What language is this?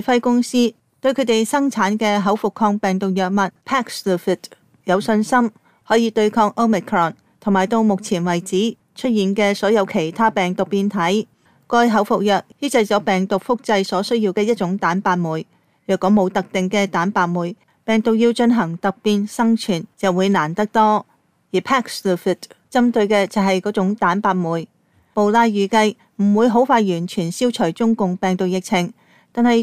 Cantonese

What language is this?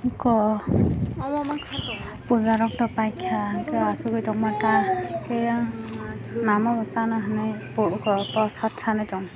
Kok Borok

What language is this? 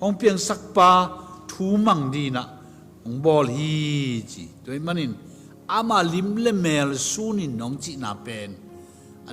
Tedim Chin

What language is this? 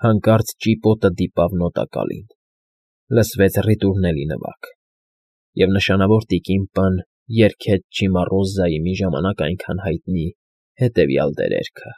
Armenian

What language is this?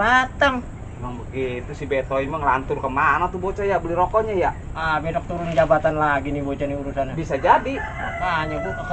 Betawi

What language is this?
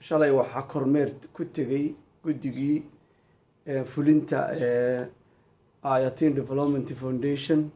Somali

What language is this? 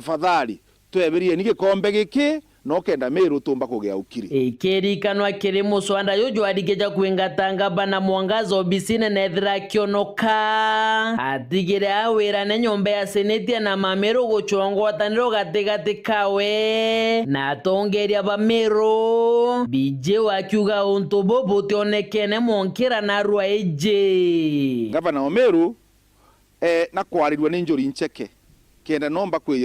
Meru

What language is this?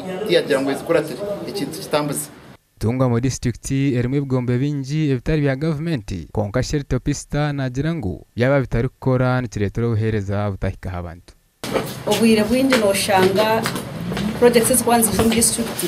Nyankole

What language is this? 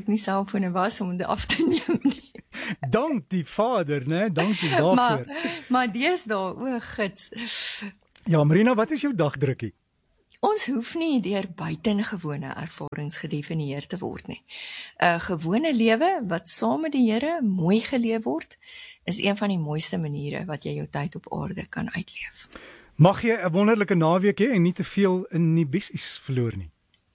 Afrikaans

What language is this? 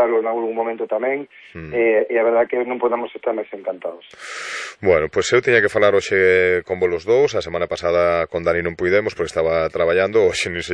Galician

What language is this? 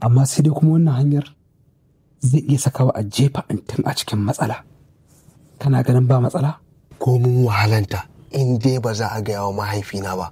Hausa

